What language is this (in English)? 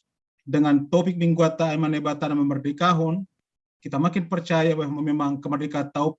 Batak Simalungun